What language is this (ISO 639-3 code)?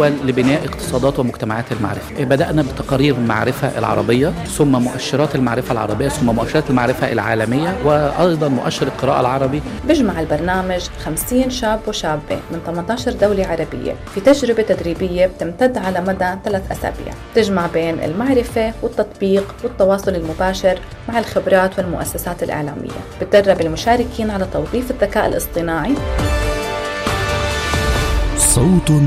ara